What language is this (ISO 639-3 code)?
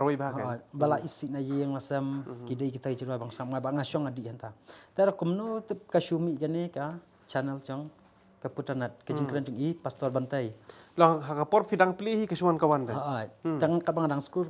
kha